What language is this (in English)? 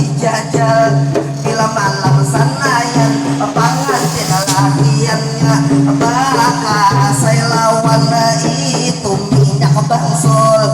Banjar